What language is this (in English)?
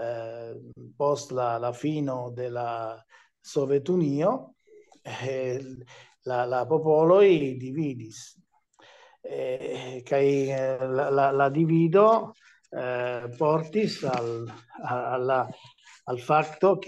Esperanto